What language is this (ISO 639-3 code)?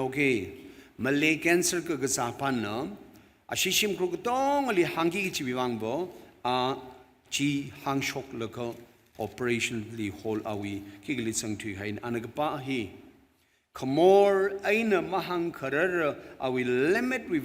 nmf